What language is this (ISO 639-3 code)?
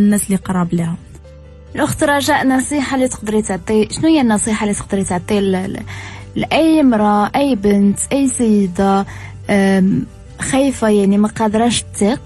ary